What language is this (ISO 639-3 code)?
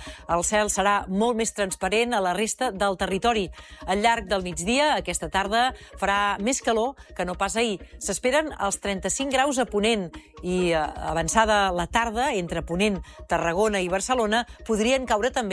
cat